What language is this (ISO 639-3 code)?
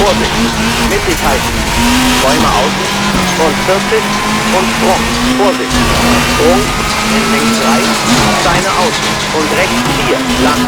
bar